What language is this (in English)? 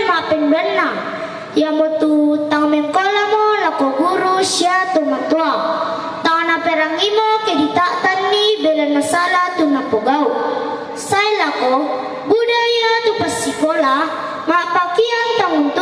Toraja-Sa'dan